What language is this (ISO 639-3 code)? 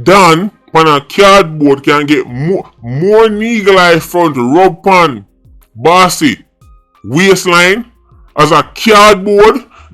jam